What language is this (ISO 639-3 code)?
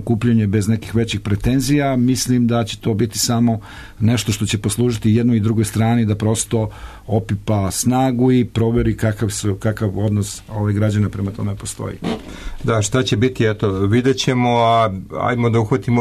srp